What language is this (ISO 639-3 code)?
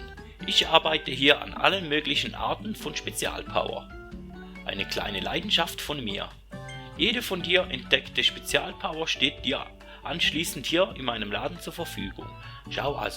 gsw